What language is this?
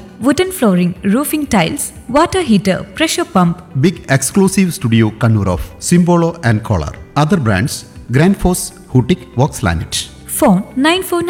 Malayalam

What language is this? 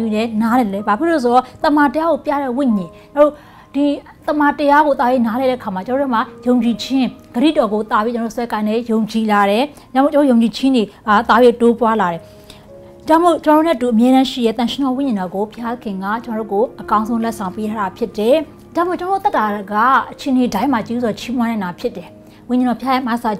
Burmese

